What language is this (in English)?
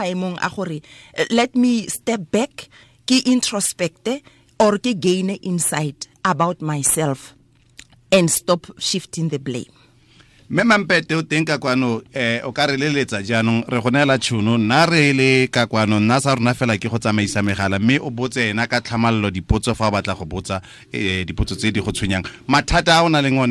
Tswana